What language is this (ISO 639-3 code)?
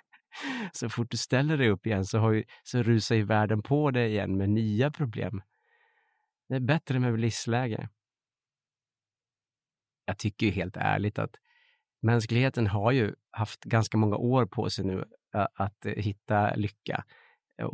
swe